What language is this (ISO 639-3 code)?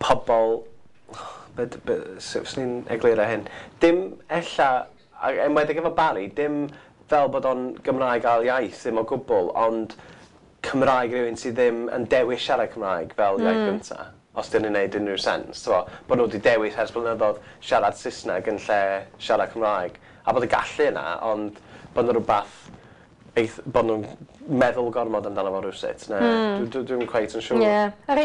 cym